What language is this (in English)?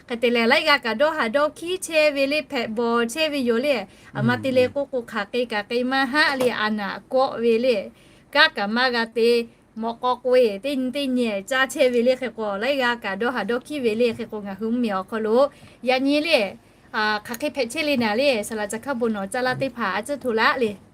Lahu